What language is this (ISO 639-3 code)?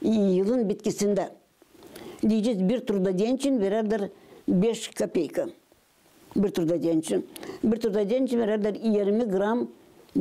gag